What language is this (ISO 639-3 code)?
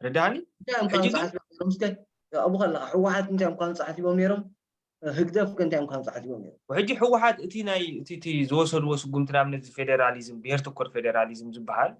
tir